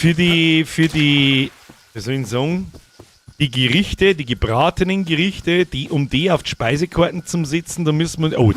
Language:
Bavarian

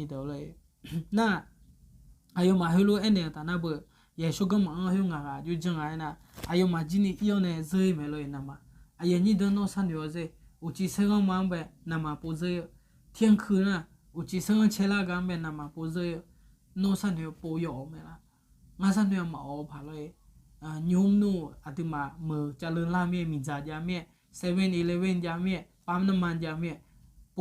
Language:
Akha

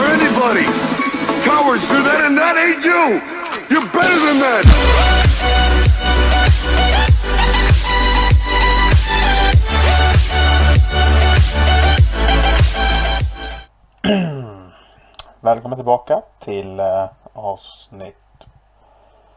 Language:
Swedish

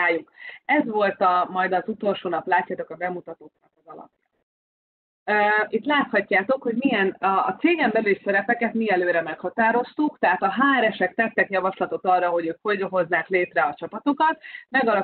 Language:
Hungarian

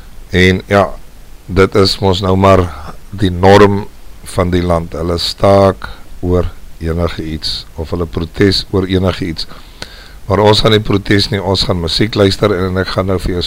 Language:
Afrikaans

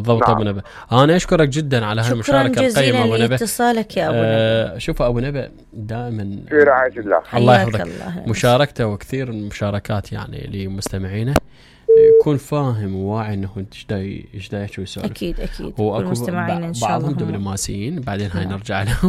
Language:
Mesopotamian Arabic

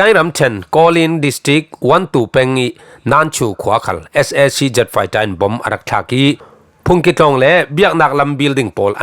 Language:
Falam Chin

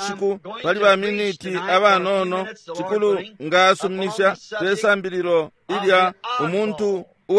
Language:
Bemba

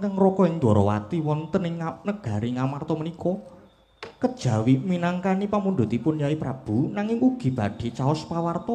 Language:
Javanese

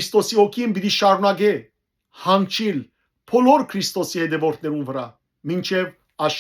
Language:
Western Armenian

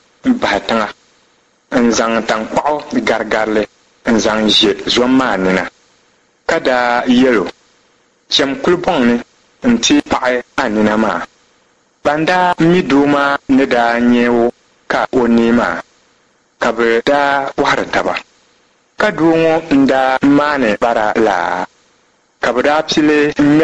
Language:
Dagbani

